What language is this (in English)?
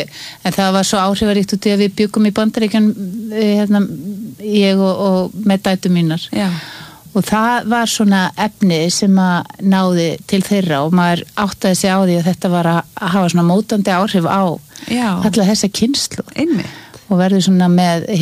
Icelandic